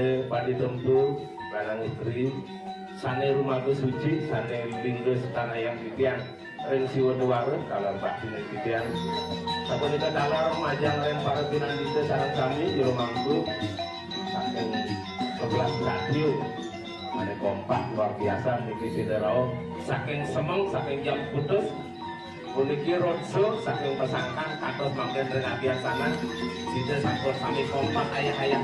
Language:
Balinese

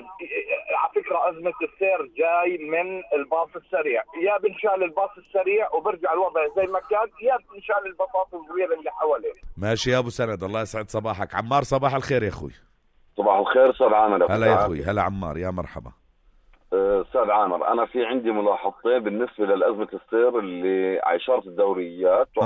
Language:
North Levantine Arabic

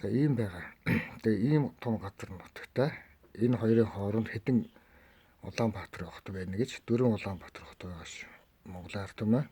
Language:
Mongolian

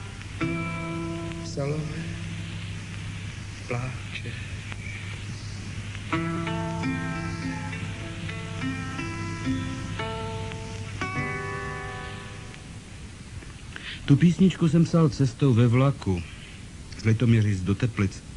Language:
Czech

